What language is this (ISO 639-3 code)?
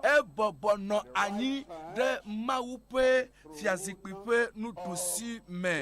ewe